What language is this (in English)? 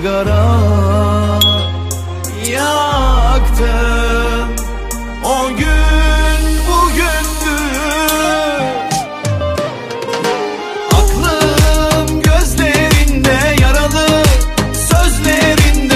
Turkish